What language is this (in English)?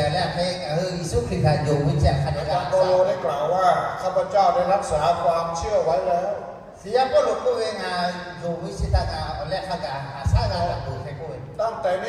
Lahu